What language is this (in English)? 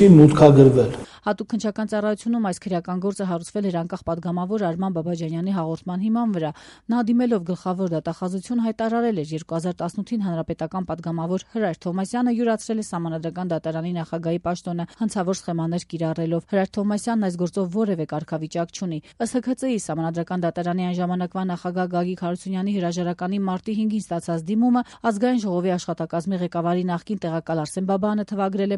Armenian